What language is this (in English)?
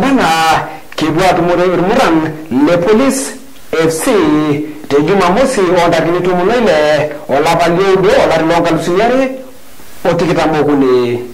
Masai